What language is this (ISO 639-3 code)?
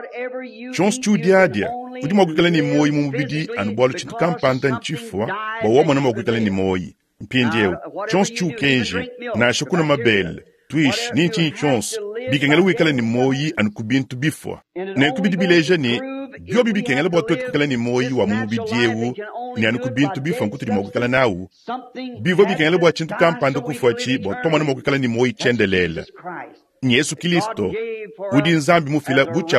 lua